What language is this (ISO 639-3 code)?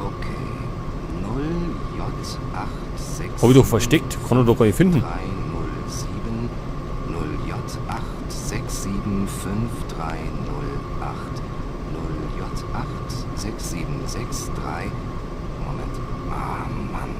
bar